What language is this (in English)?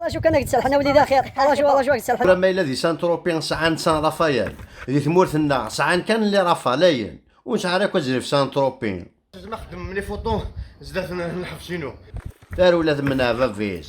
Kabyle